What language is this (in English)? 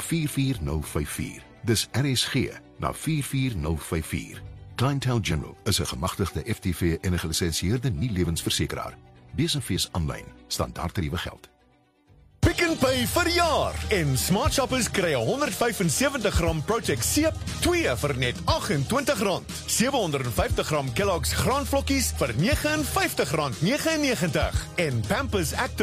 Afrikaans